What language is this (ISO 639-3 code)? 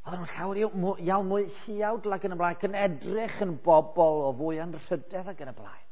cym